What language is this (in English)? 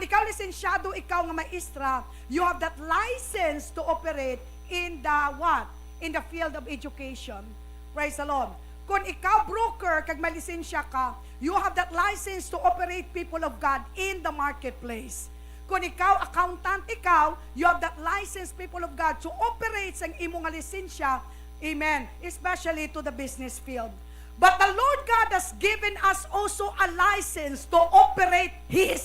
Hiligaynon